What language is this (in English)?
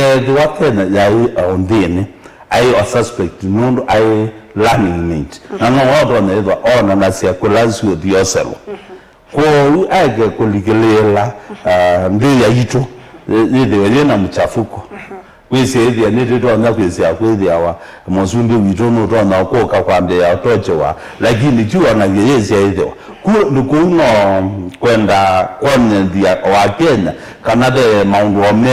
Kamba